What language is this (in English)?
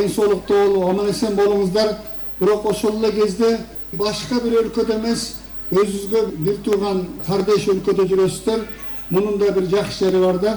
Kyrgyz